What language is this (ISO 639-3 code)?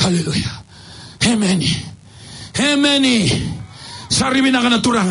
fij